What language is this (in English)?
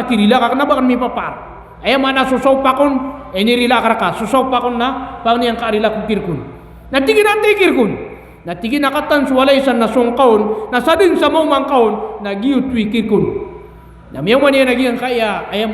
Maranao